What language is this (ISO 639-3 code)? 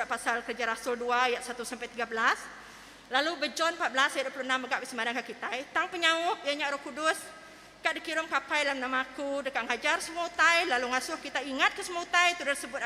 iba